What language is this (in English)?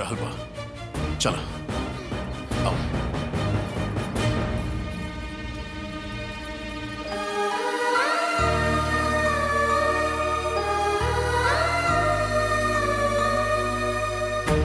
Bhojpuri